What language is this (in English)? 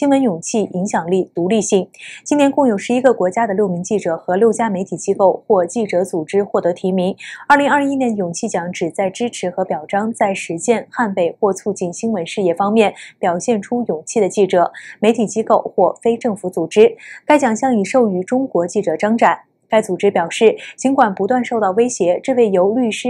Chinese